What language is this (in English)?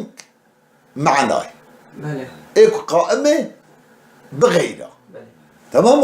Kurdish